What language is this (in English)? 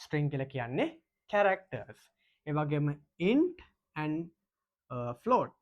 Sinhala